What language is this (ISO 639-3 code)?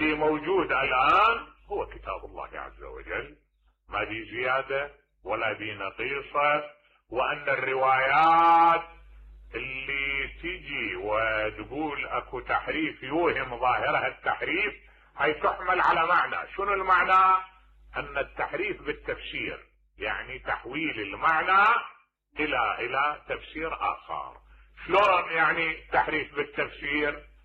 acm